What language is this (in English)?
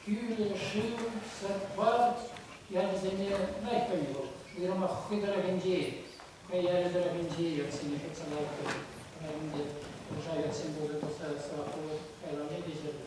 Chuvash